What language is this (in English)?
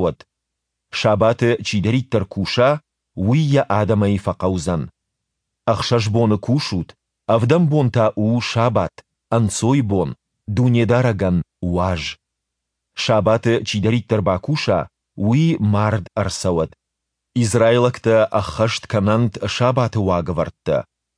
Ossetic